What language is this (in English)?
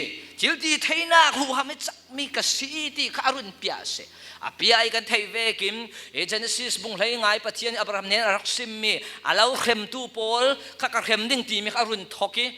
Falam Chin